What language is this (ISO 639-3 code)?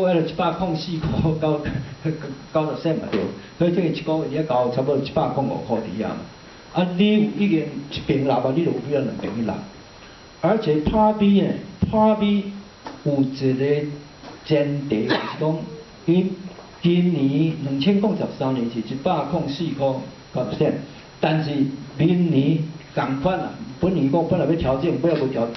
nan